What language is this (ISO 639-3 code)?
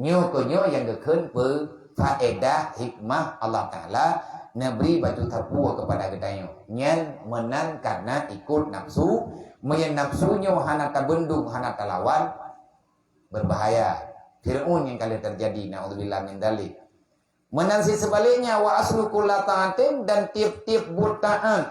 ace